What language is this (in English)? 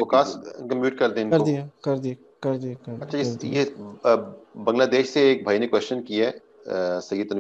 Urdu